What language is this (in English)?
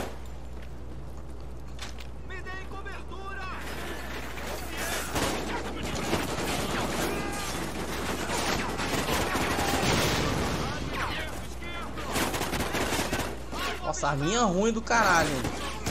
Portuguese